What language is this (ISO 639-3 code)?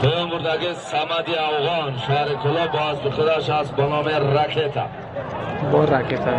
tgk